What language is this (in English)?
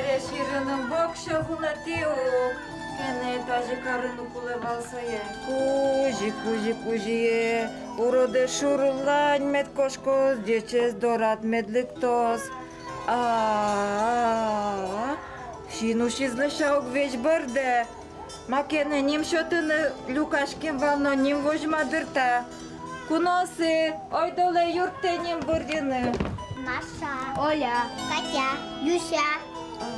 Udmurt